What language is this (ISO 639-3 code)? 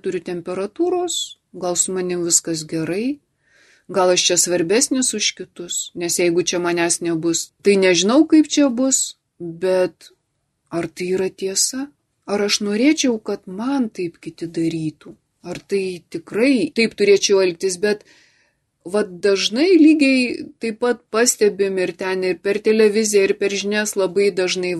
lit